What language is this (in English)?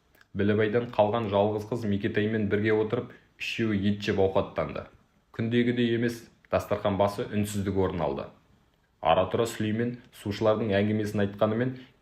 Kazakh